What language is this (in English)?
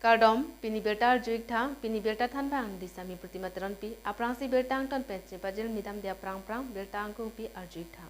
Karbi